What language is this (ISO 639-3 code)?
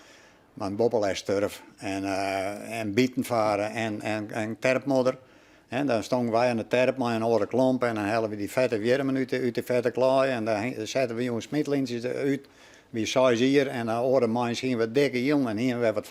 fry